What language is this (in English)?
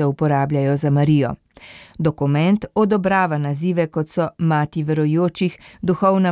Slovenian